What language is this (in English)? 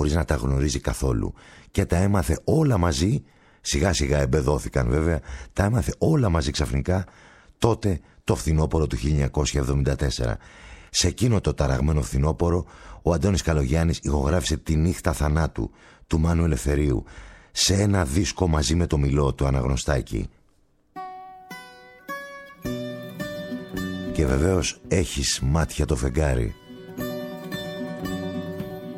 Greek